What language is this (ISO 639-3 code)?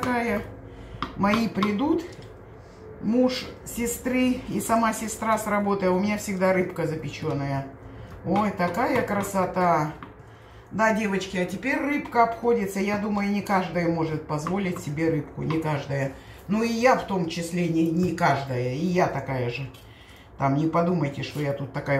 rus